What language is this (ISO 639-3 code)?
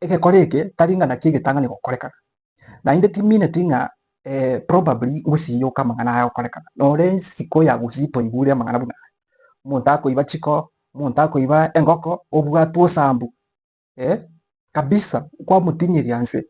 guz